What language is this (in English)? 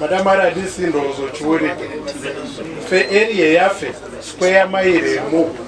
Ganda